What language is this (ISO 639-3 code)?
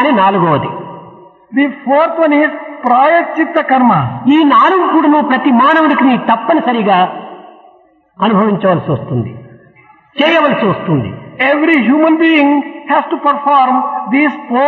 tel